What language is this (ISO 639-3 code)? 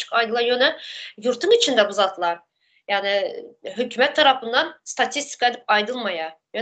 tuk